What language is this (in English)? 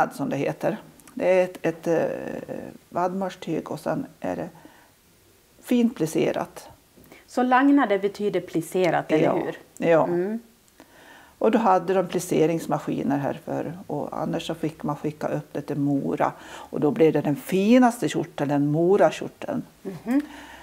Swedish